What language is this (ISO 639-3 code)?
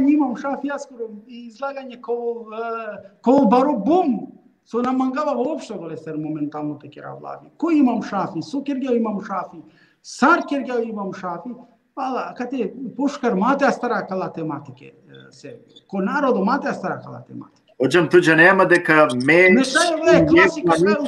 rmn